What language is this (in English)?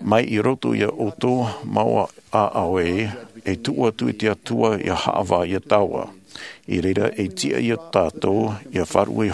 Tahitian